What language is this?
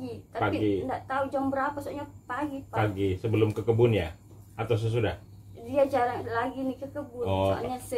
Indonesian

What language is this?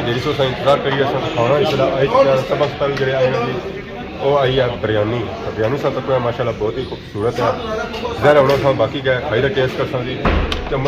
Pahari-Potwari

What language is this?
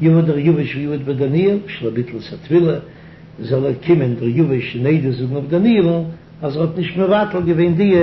Yiddish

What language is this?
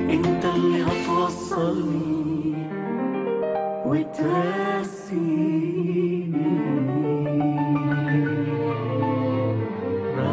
Egyptian Arabic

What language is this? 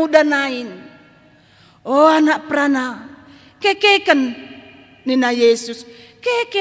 Batak Karo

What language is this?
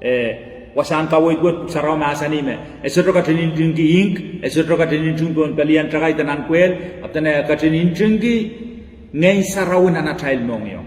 Pohnpeian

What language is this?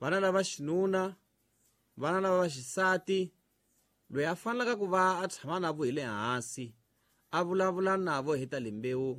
Tsonga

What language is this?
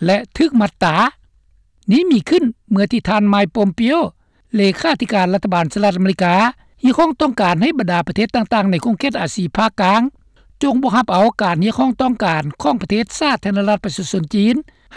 Lao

